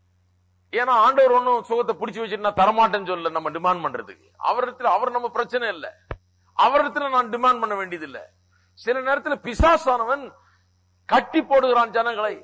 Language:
Tamil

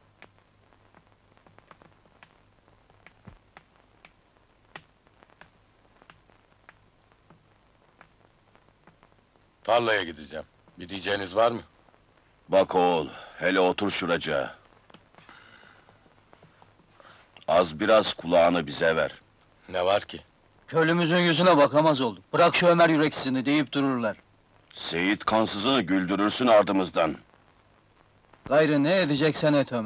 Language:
Turkish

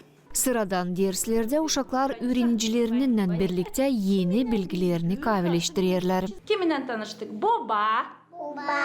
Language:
Gagauz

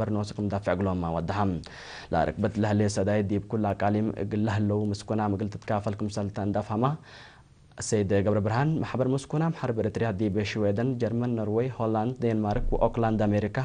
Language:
Tigre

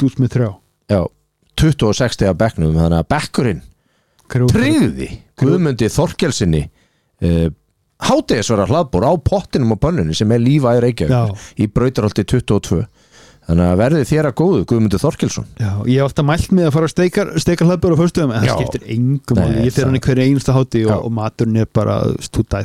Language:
Icelandic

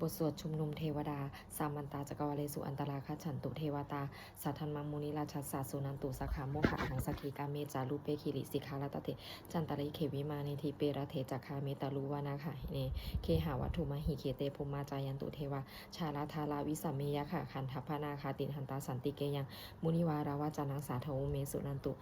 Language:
Pali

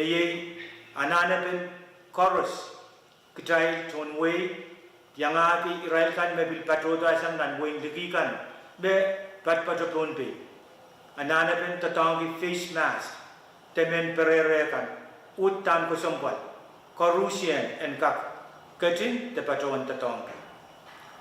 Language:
Pohnpeian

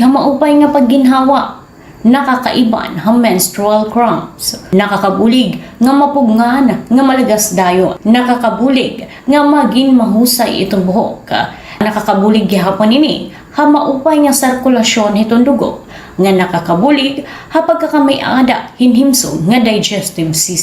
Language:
Waray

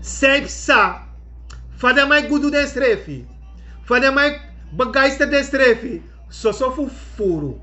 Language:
Sranan Tongo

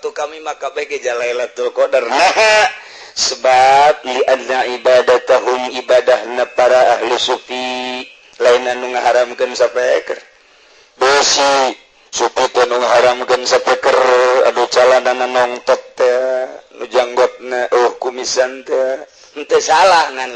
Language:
Sundanese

